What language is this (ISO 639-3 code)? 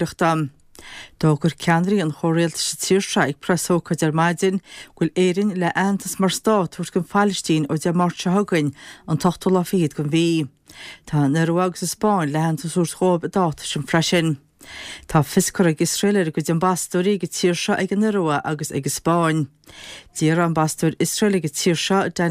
gle